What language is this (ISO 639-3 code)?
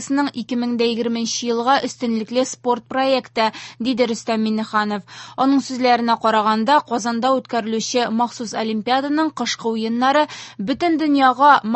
tat